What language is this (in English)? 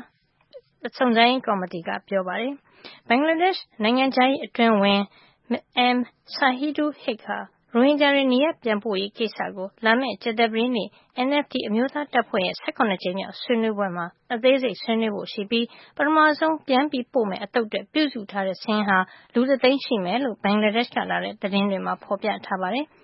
Burmese